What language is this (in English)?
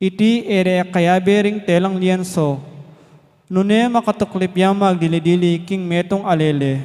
Pampanga